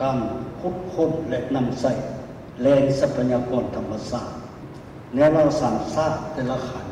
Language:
Lao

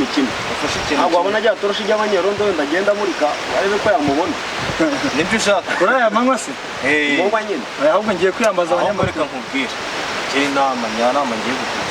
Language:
Kinyarwanda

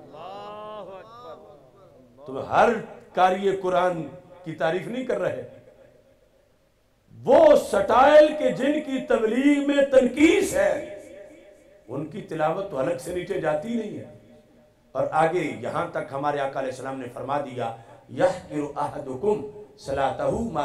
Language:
Urdu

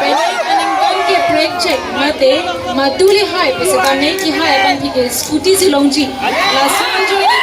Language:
Karbi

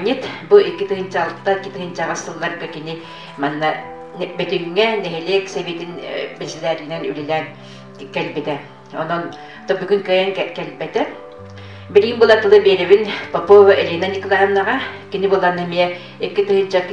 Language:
Yakut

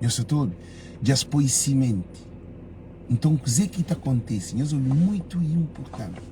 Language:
Kabuverdianu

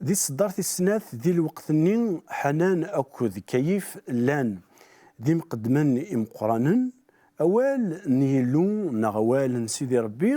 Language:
Kabyle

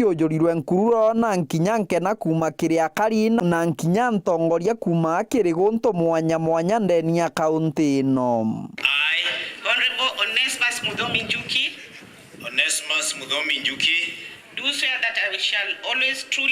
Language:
Meru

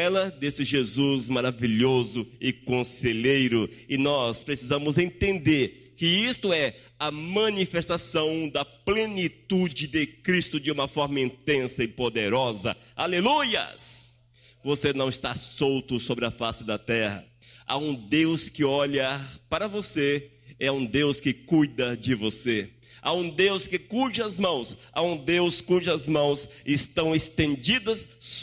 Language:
Portuguese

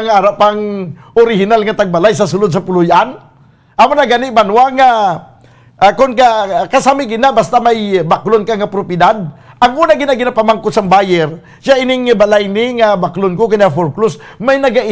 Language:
Hiligaynon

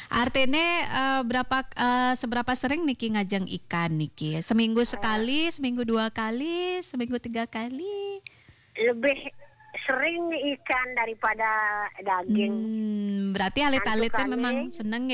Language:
Balinese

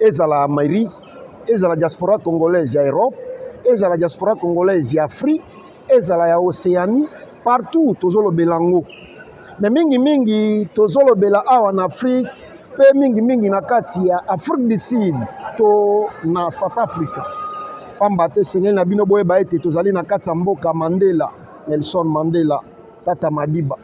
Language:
Lingala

